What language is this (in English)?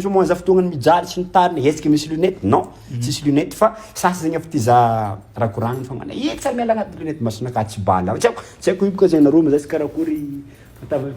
Malagasy